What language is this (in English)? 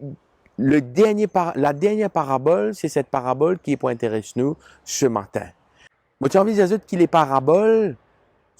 Morisyen